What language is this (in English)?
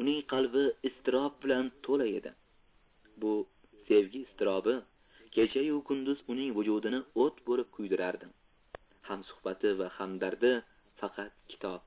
Uzbek